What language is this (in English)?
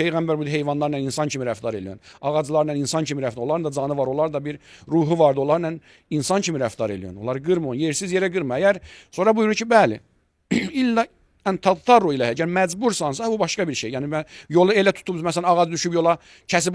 Azerbaijani